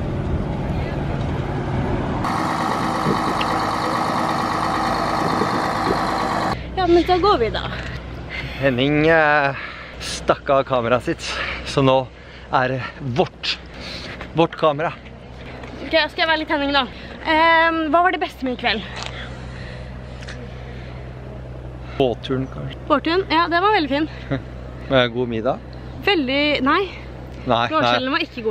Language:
Norwegian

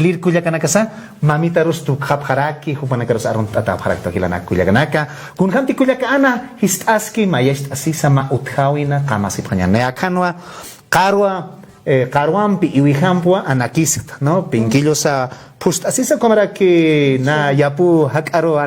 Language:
Aymara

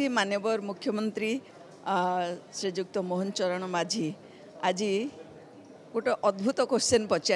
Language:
Odia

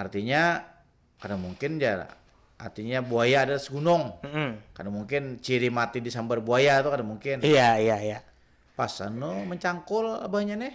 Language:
Banjar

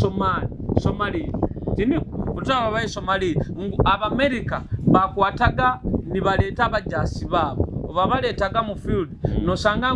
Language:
Nyoro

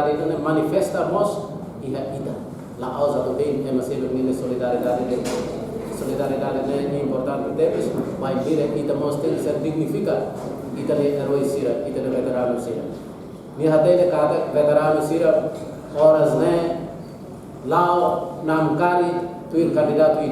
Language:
Tetum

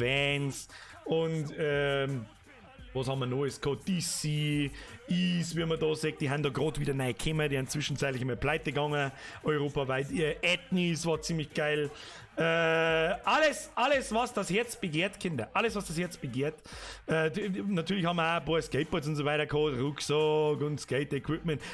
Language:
Bavarian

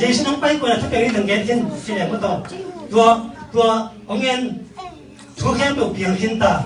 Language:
Tedim Chin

